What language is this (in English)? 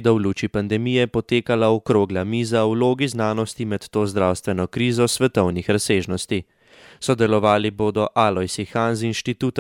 Slovenian